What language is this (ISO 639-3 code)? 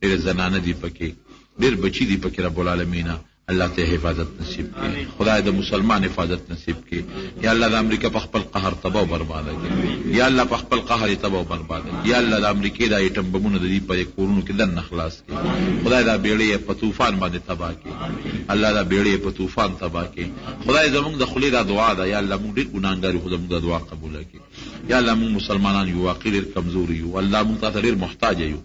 pus